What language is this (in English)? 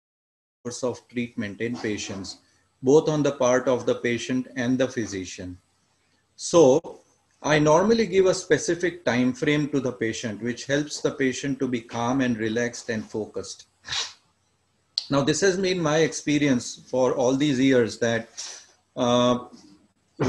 English